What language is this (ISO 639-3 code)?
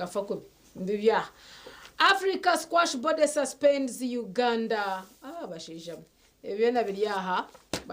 nyn